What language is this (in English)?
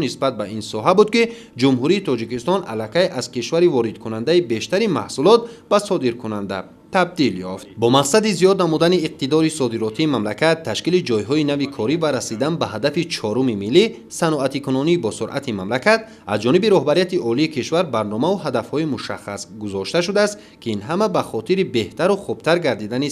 Tajik